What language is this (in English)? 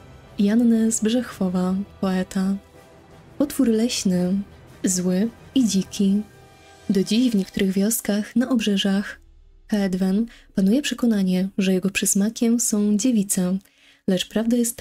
Polish